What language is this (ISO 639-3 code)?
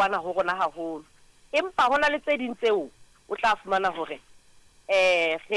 sot